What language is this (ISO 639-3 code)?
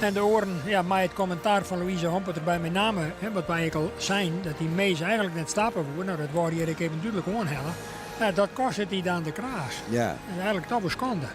fry